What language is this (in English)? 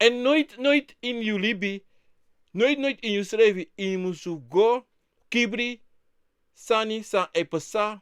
Sranan Tongo